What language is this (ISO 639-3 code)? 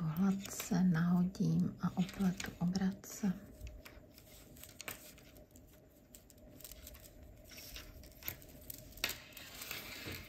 ces